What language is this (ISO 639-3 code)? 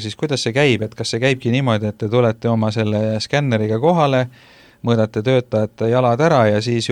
est